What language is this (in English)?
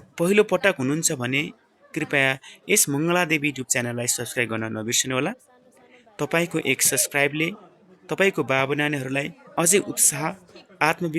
Nepali